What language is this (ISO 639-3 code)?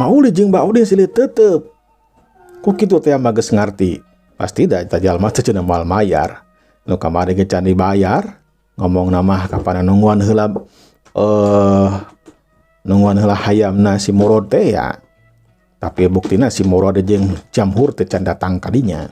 sun